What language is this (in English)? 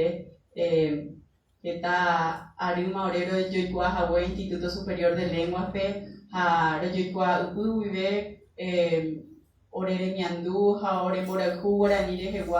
Guarani